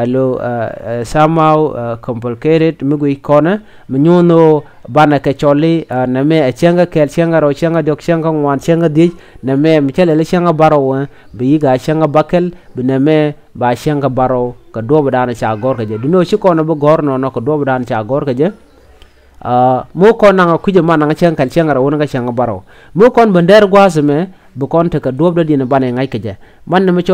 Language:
Nuer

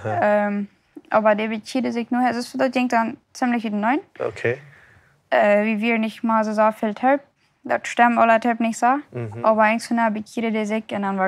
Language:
Plautdietsch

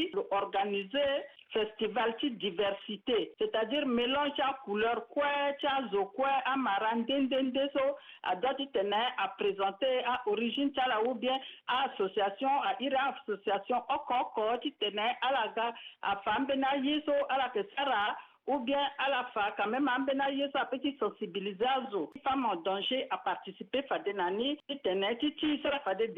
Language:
Sango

